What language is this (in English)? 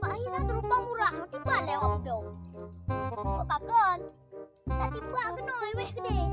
Achinese